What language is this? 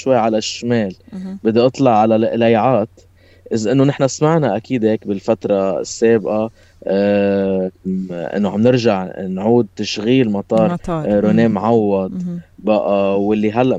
North Levantine Arabic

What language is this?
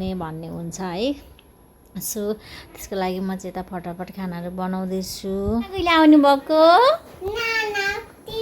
Nepali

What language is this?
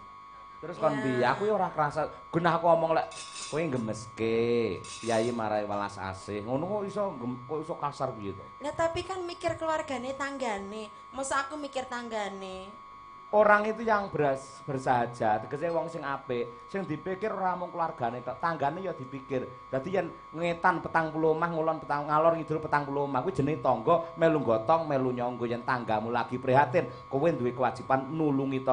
Javanese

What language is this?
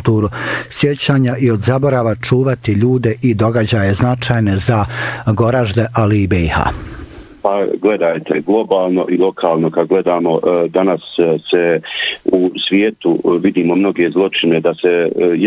Bosnian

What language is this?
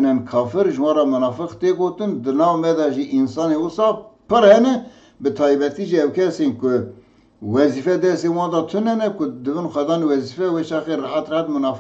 Kurdish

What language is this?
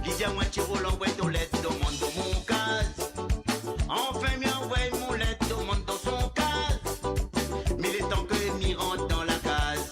Morisyen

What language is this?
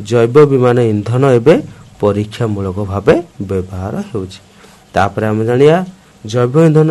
Odia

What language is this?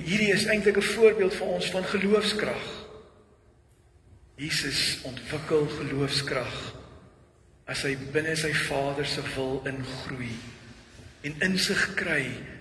Afrikaans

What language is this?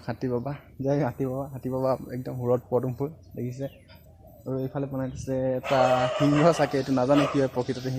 Assamese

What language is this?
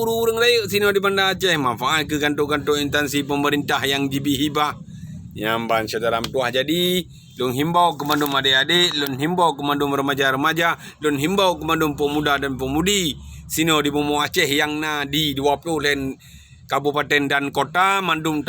Achinese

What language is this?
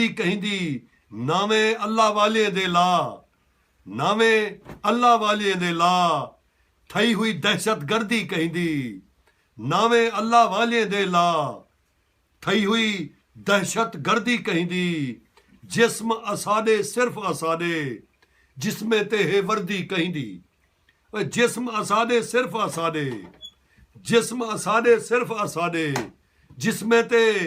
Saraiki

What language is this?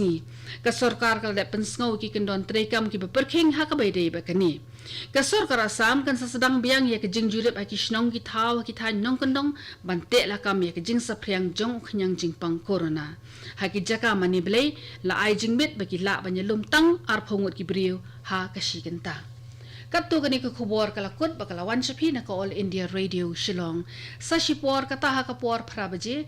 Khasi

